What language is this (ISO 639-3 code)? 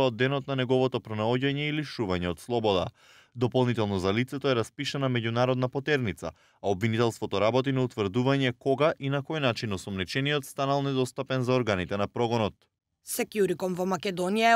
mkd